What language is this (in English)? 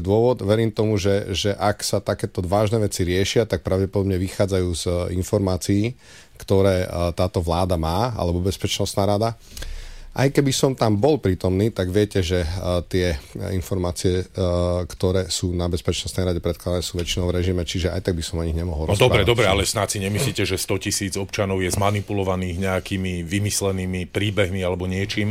Slovak